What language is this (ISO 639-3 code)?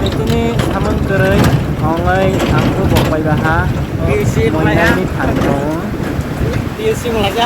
trp